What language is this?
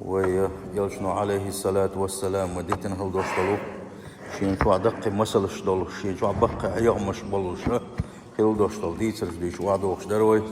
Chechen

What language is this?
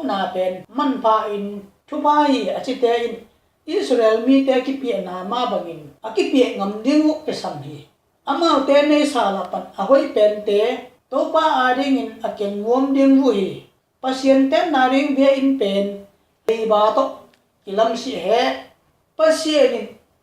Tedim Chin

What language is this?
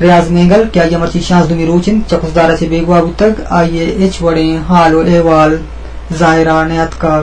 Eastern Balochi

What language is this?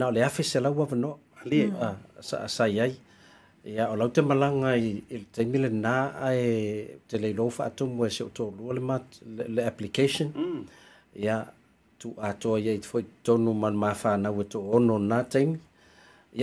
Samoan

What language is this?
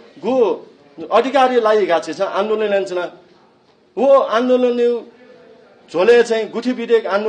Newari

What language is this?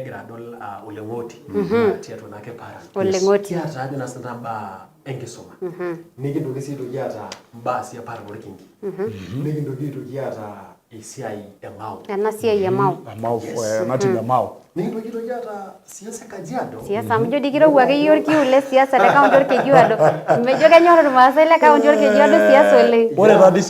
Masai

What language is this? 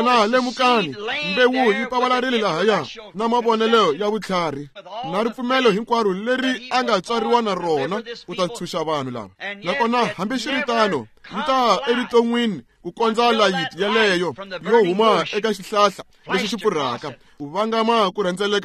Tsonga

